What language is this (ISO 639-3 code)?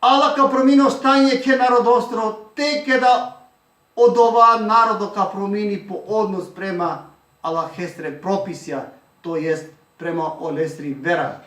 rmn